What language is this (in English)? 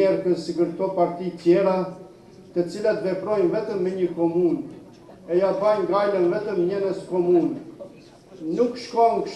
Albanian